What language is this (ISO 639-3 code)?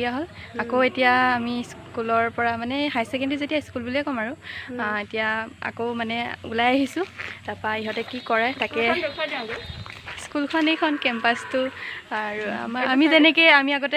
asm